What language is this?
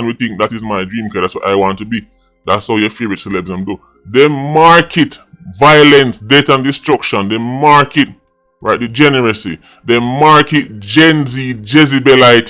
Jamaican Creole English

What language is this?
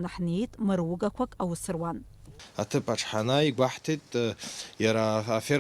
Abkhazian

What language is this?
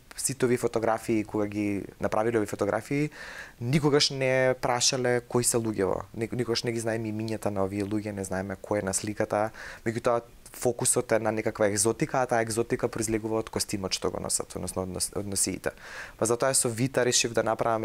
Macedonian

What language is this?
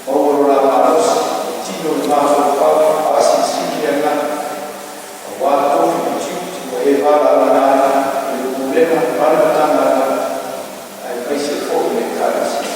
Samoan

